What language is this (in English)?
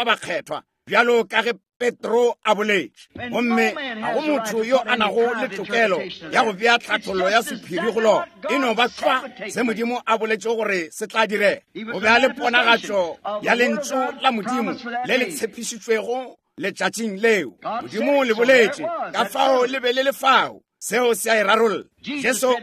Northern Sotho